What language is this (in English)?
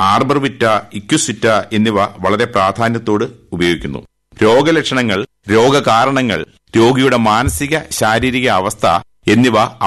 Malayalam